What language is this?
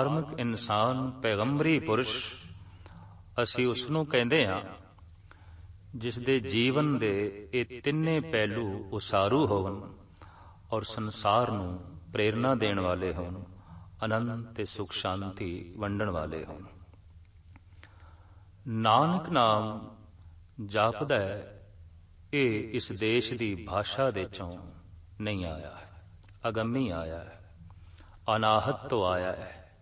Punjabi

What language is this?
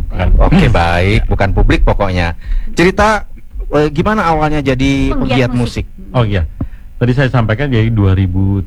Indonesian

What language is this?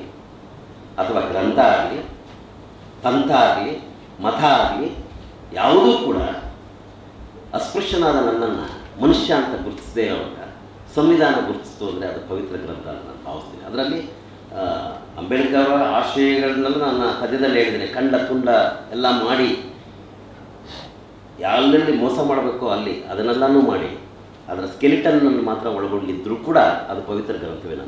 Kannada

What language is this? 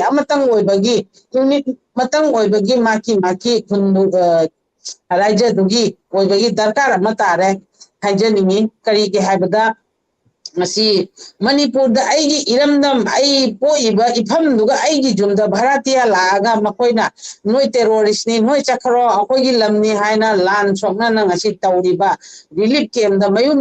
Manipuri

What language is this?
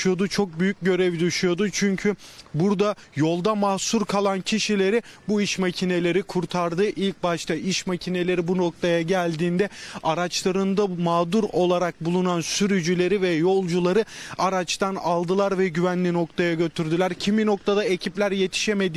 Turkish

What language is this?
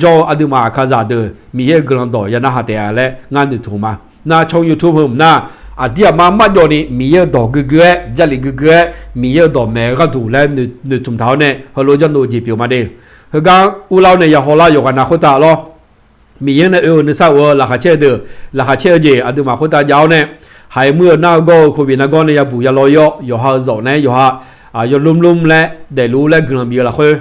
Akha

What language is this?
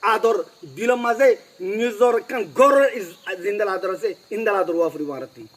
Rohingya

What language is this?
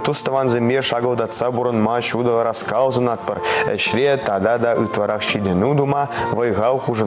Chuvash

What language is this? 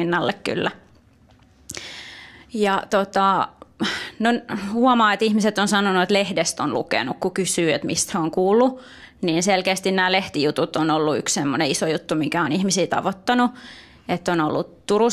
Finnish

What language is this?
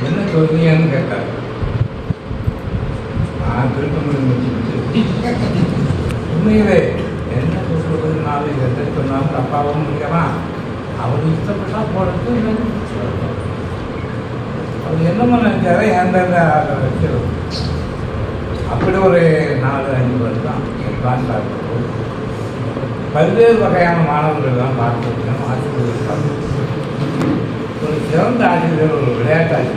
Tamil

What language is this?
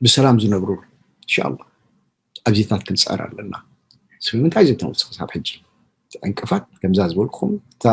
Tigrinya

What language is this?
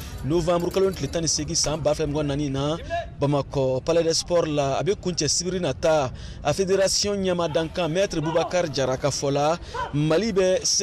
Bambara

